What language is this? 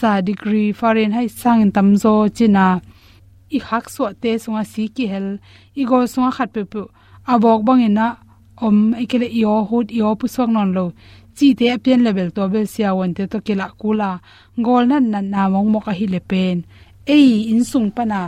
Tedim Chin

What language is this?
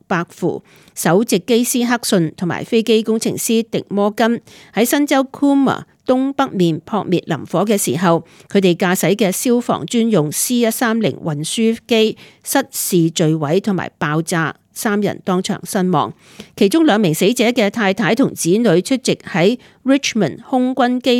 Cantonese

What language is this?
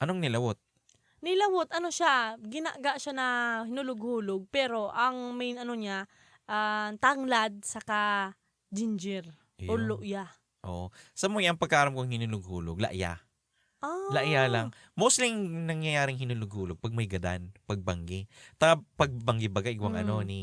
Bikol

